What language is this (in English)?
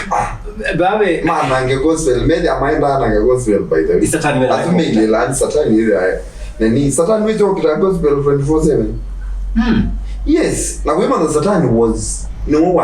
Kamba